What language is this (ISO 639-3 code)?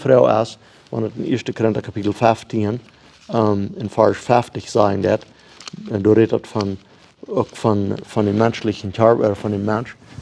pdt